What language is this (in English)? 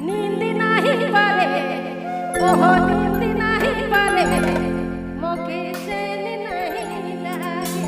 Sadri